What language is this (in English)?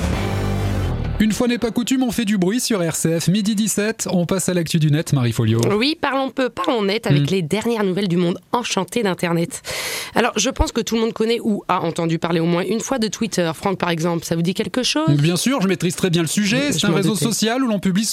French